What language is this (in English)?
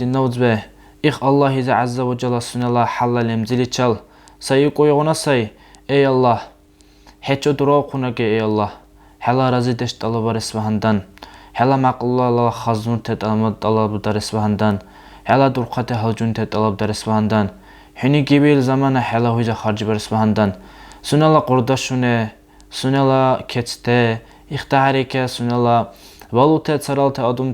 Dargwa